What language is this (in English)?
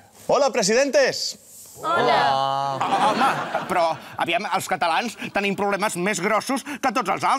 Catalan